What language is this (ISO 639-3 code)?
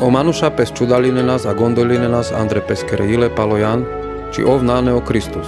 rmc